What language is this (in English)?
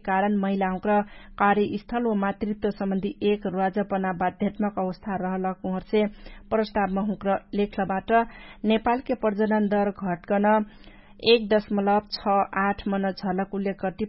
Dangaura Tharu